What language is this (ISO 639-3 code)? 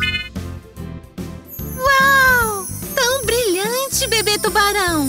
por